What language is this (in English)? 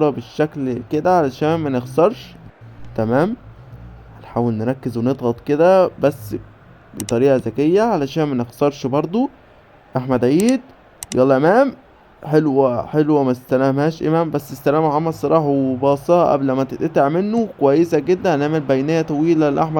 Egyptian Arabic